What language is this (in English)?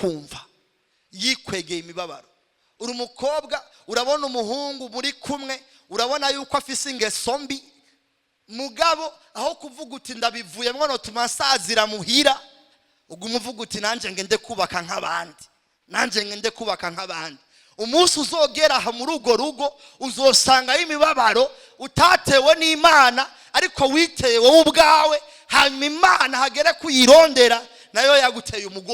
Rundi